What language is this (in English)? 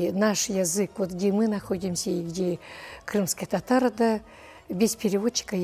Russian